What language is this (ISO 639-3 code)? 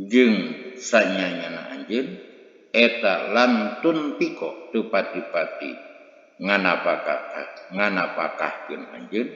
sun